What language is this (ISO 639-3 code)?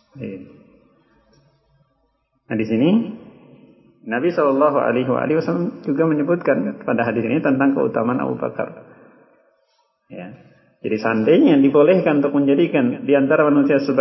ind